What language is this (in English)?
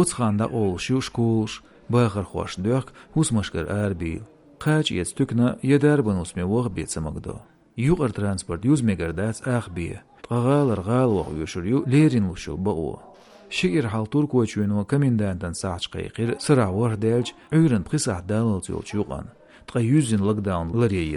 Chechen